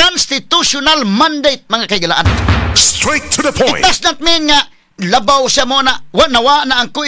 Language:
Cebuano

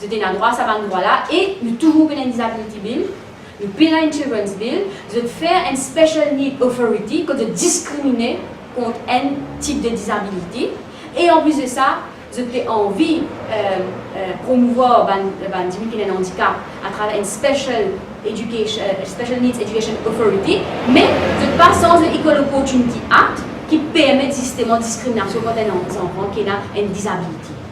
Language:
Morisyen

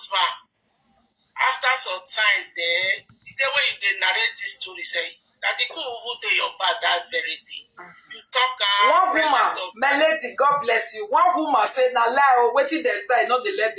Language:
Nigerian Pidgin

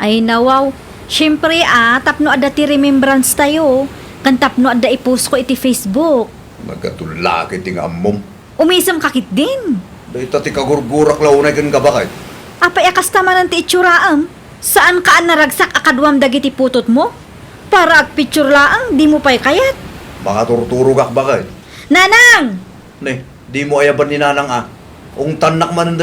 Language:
Iloko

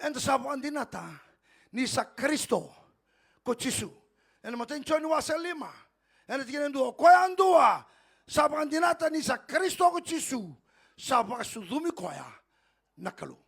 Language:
Fijian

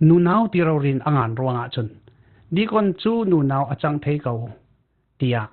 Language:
Falam Chin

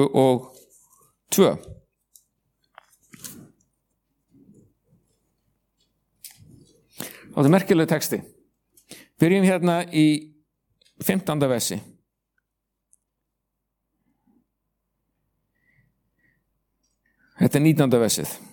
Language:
Icelandic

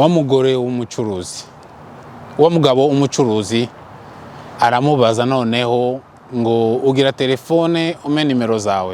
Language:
Kinyarwanda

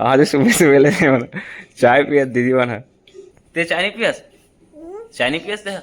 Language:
Chhattisgarhi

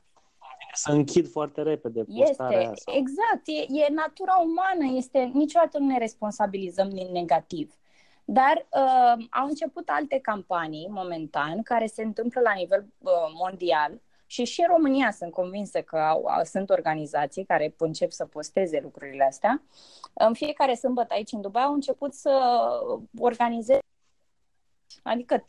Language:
Romanian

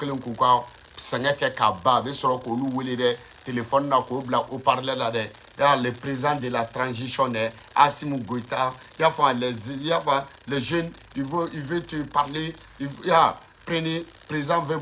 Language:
Bambara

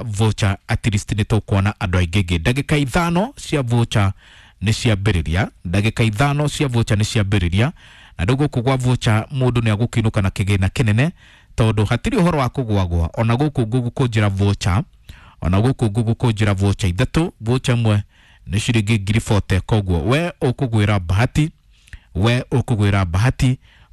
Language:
Kikuyu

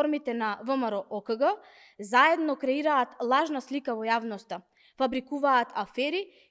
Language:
Macedonian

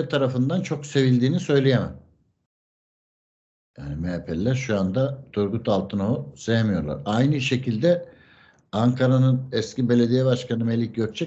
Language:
Turkish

